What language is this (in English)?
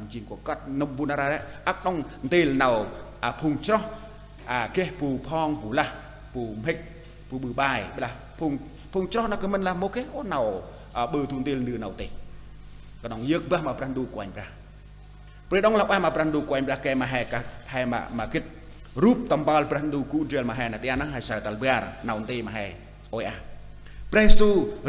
Central Mnong